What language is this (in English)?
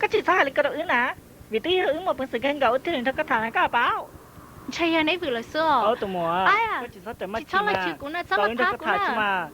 Hmong